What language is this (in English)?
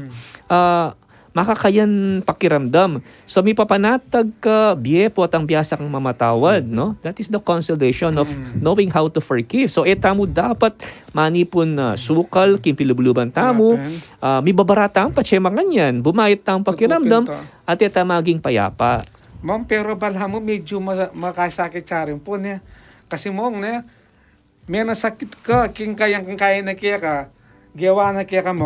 Pampanga